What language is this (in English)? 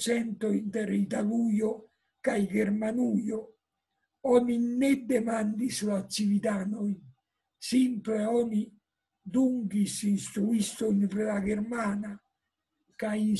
Esperanto